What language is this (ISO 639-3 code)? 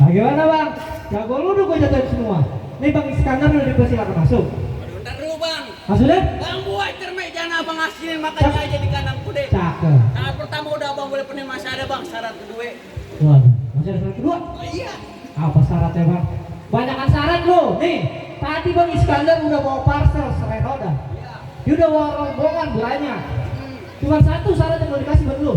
bew